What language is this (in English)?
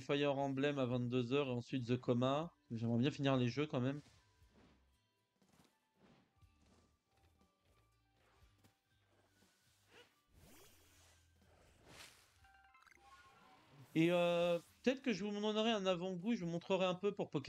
French